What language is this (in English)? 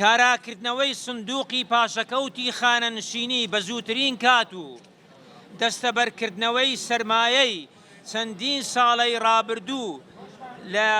Central Kurdish